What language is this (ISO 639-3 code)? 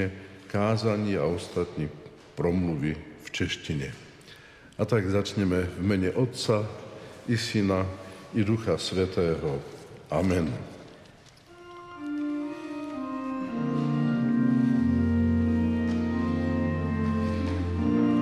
slk